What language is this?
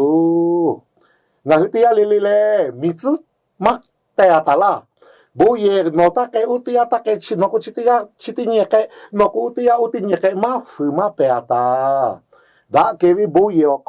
Lahu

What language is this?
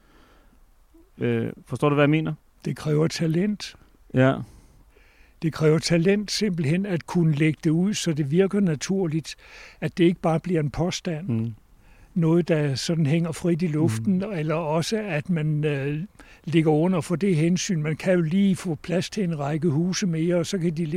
Danish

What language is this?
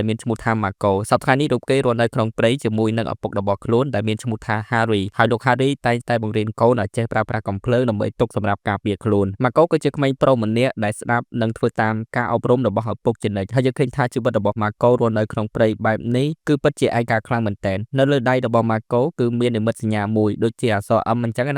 Khmer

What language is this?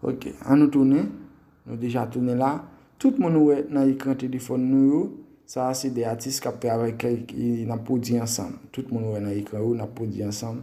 Haitian Creole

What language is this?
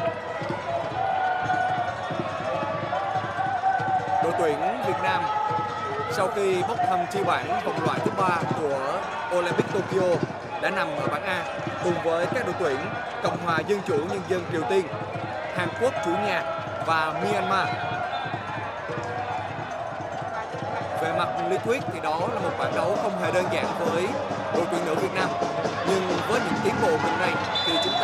Vietnamese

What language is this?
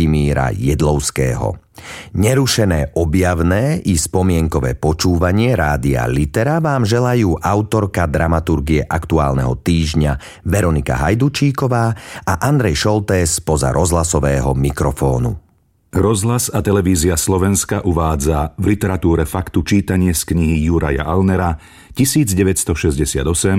Slovak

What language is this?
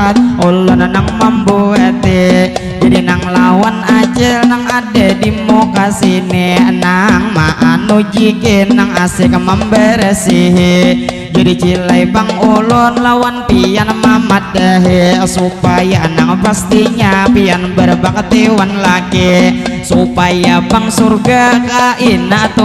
Banjar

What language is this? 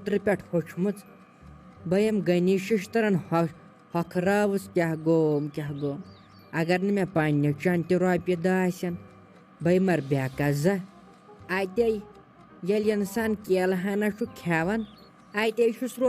Kashmiri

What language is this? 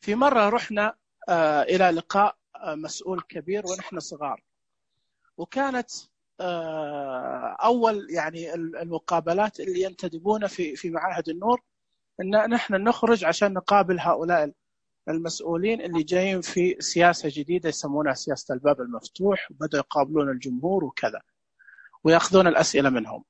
Najdi Arabic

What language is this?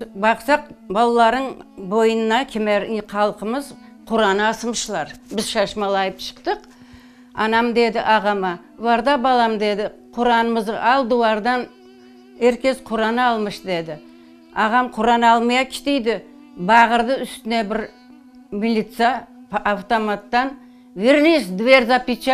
Crimean Tatar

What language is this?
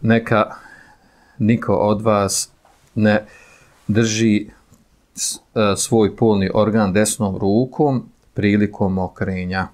Bosnian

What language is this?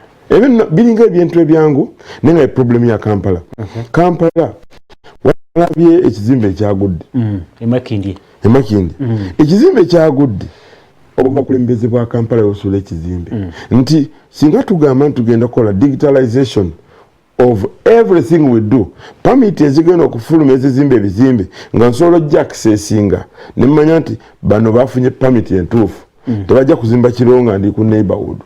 Ganda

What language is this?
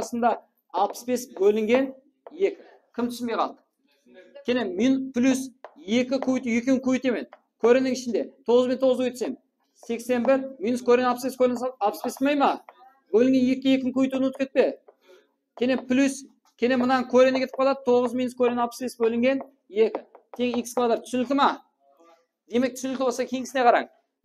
Kara-Kalpak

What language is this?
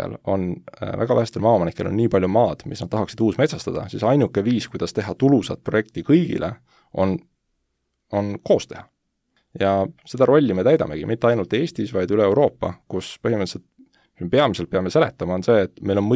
Estonian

